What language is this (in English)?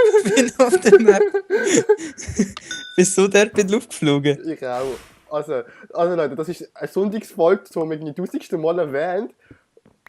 Swiss German